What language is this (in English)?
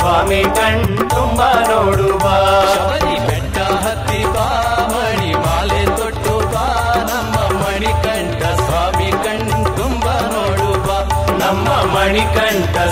Kannada